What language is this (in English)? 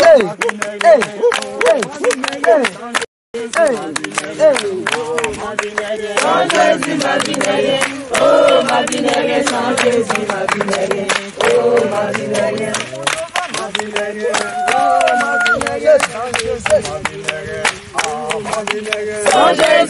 French